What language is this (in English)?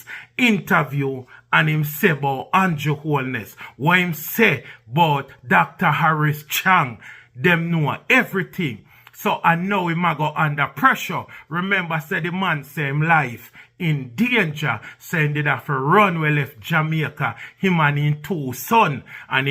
Jamaican Creole English